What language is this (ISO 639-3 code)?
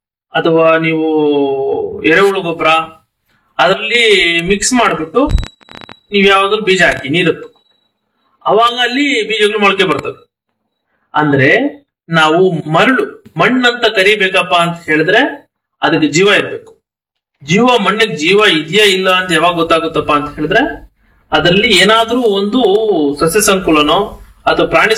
kan